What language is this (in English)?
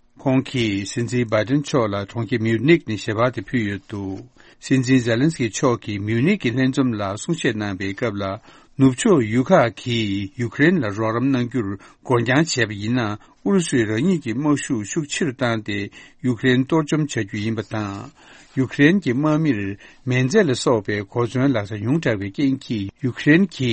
Tibetan